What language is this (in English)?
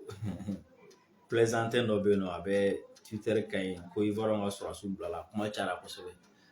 Bambara